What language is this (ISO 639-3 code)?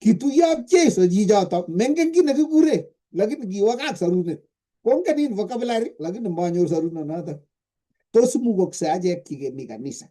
kln